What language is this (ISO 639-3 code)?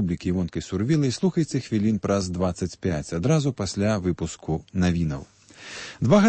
bel